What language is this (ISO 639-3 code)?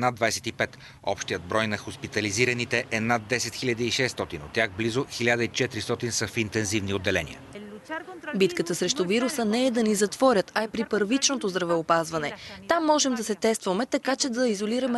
bul